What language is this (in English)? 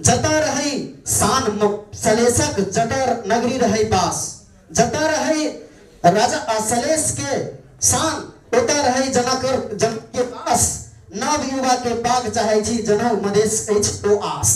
Maithili